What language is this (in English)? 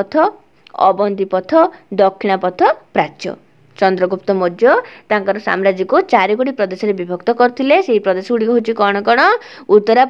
Odia